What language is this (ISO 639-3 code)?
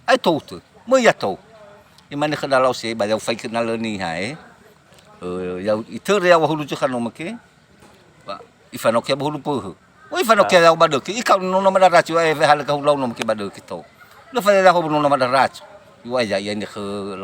nia